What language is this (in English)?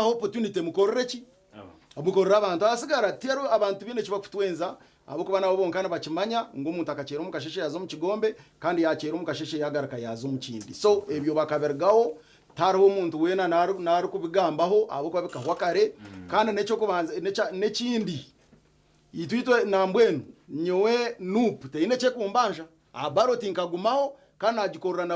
Nyankole